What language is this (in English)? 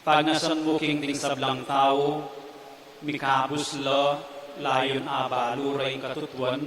Pampanga